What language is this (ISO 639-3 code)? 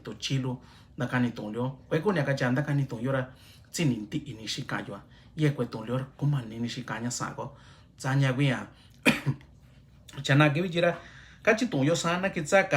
mix